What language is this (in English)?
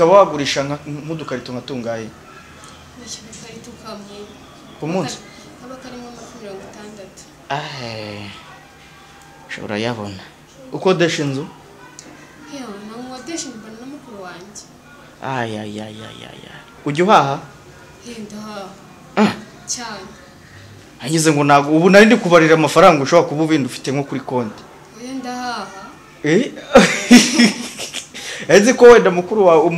Kinyarwanda